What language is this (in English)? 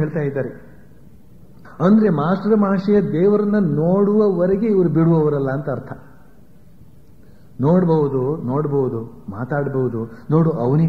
Kannada